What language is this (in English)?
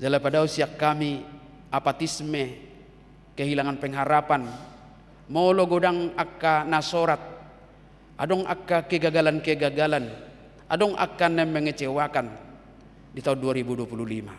Batak Toba